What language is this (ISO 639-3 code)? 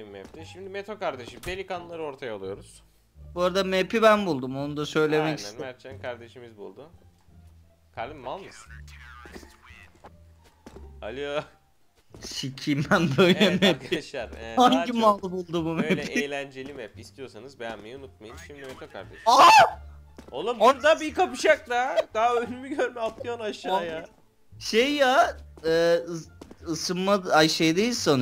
tur